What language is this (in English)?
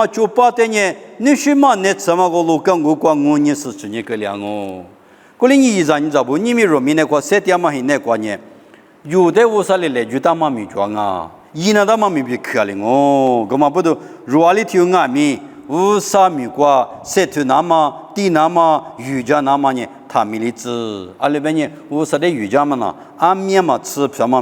Lisu